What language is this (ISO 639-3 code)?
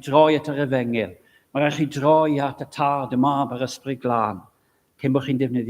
cym